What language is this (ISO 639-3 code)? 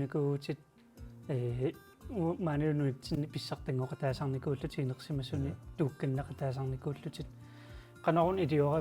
kal